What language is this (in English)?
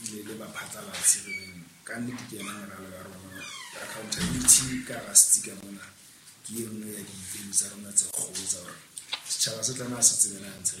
Southern Sotho